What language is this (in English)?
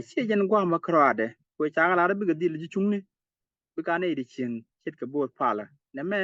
Nuer